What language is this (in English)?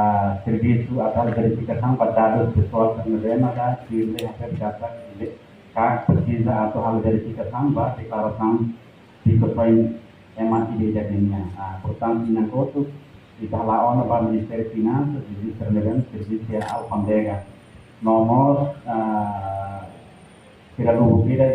Tetum